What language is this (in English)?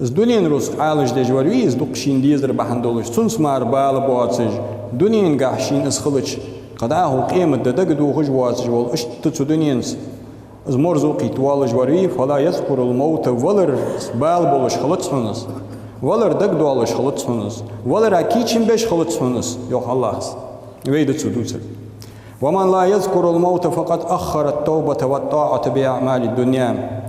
Ingush